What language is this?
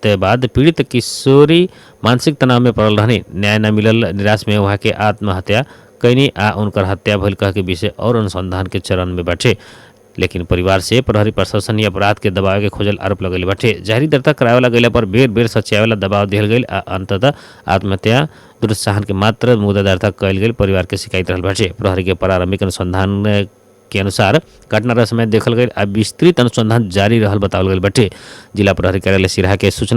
Bhojpuri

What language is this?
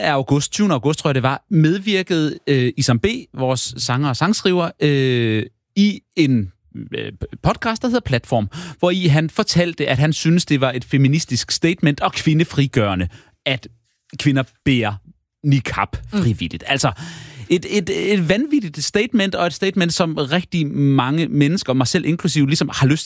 Danish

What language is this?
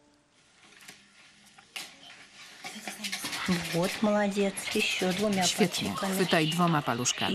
Polish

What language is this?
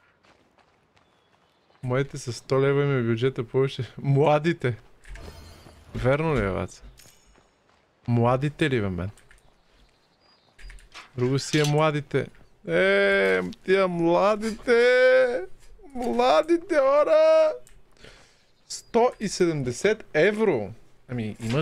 Bulgarian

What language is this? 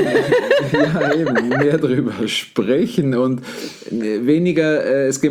German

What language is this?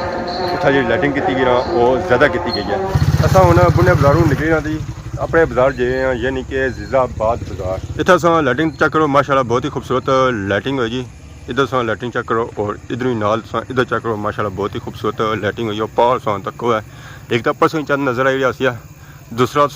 Pahari-Potwari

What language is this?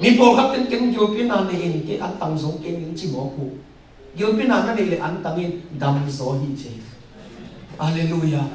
Tedim Chin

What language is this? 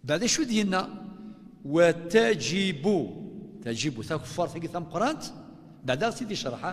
Kabyle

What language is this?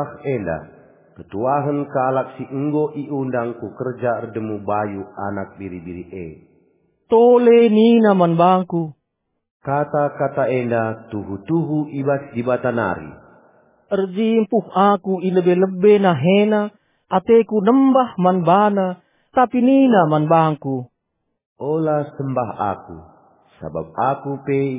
Batak Karo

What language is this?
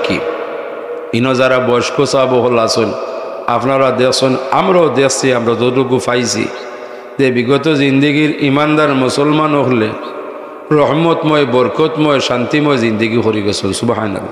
Sylheti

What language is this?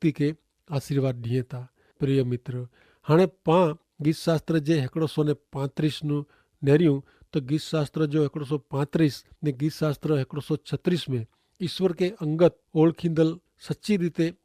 Kachhi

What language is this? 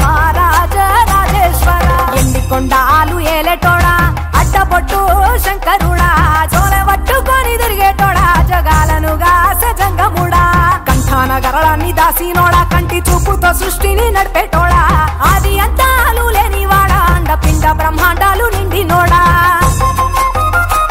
Telugu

